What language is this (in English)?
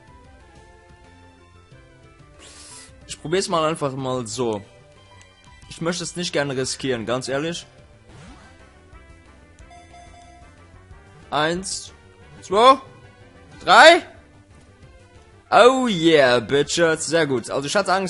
German